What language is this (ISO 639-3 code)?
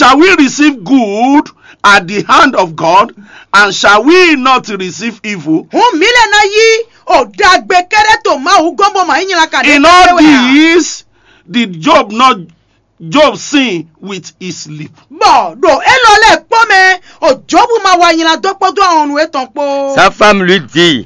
fon